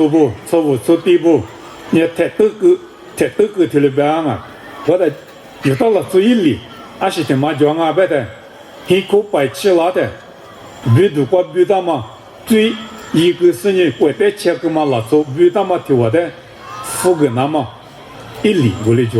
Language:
Lisu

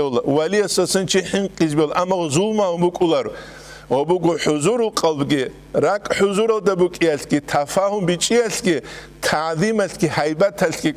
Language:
Avaric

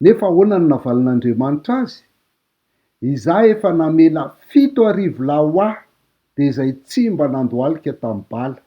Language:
Malagasy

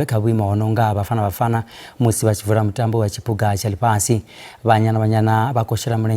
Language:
Venda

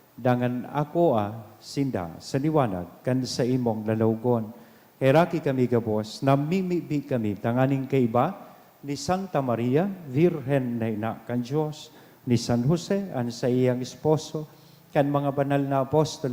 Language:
Bikol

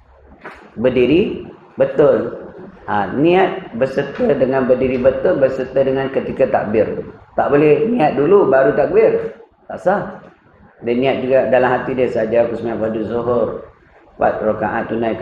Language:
Malay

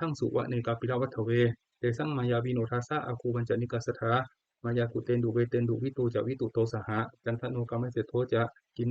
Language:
Pali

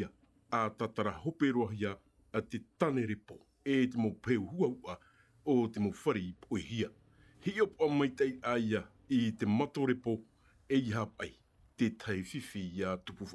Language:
Tahitian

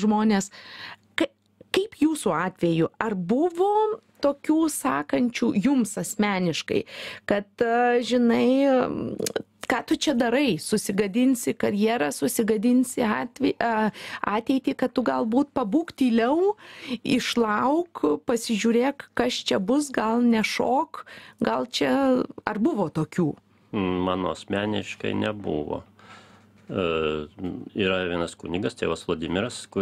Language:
Lithuanian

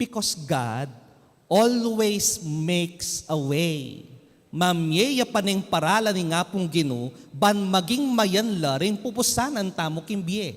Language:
Pampanga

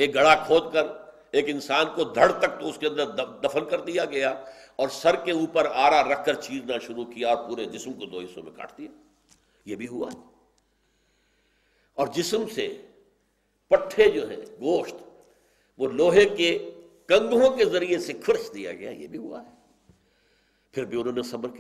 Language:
Urdu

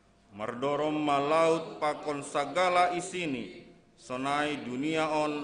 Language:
Batak Simalungun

